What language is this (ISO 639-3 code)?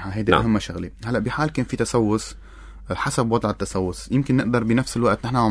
apc